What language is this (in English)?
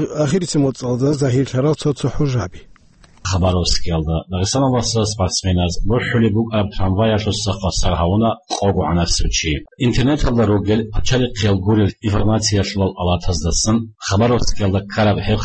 Avaric